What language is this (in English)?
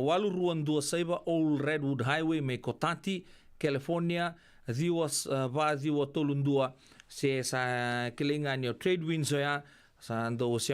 Fijian